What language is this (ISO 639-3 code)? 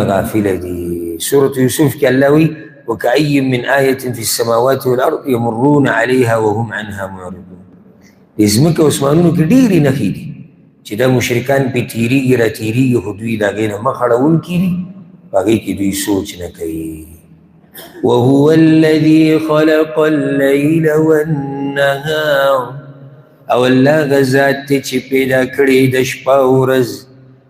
pus